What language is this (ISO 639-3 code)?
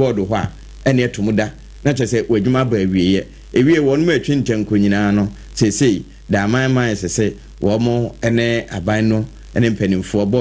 aka